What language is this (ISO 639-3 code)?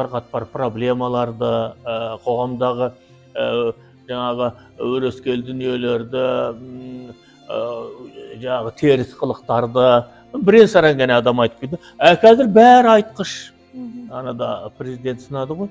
kaz